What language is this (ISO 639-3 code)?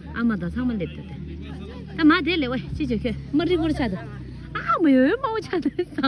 bod